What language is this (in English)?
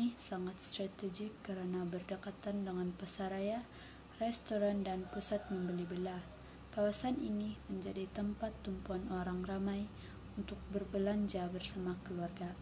Malay